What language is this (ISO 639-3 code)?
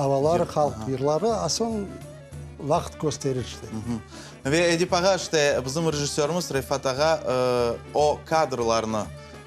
crh